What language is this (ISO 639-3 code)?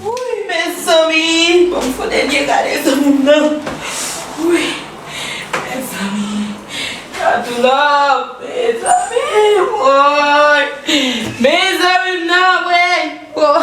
hat